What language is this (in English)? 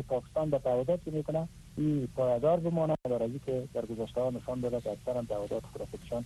Persian